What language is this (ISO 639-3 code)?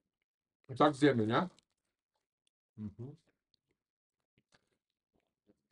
pol